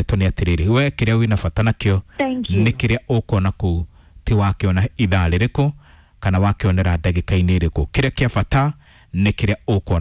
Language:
Kikuyu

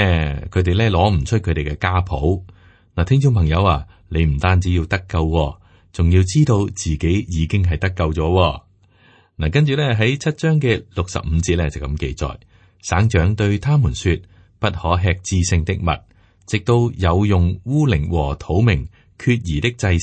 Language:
Cantonese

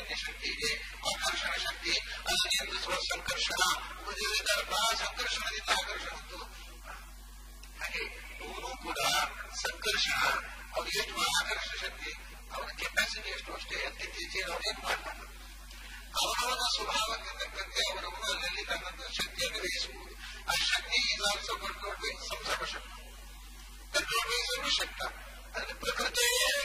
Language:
Kannada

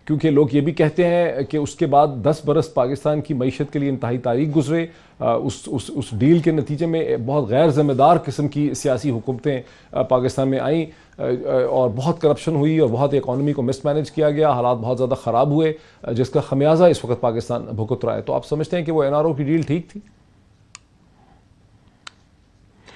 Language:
Urdu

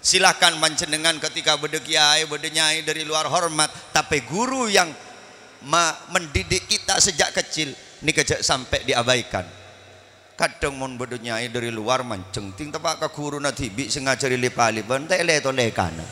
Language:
Madurese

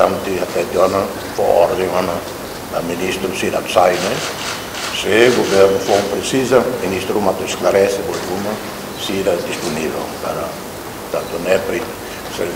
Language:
Tetum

